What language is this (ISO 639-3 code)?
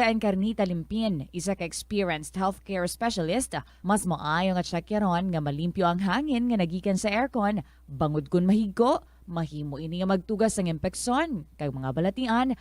hil